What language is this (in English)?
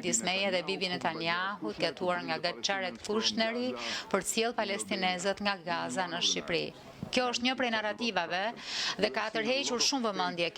Albanian